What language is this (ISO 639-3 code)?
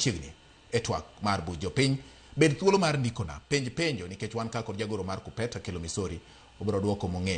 luo